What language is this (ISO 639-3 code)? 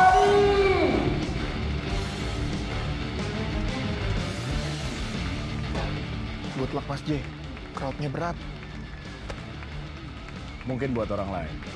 ind